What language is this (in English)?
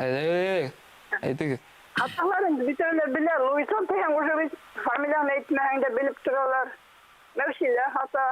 Bashkir